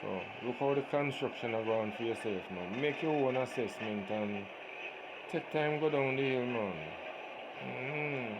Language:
Jamaican Creole English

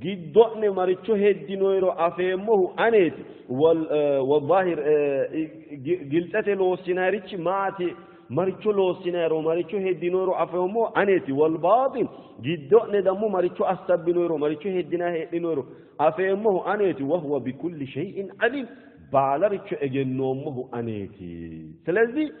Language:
Sidamo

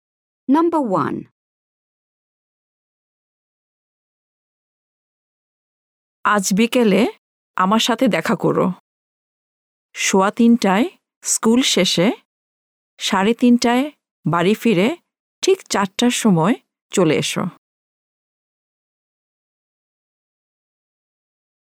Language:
Bangla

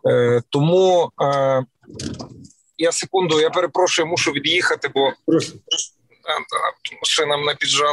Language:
Ukrainian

